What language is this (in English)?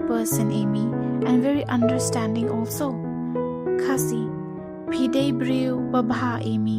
Khasi